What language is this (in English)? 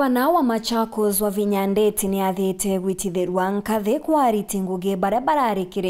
Meru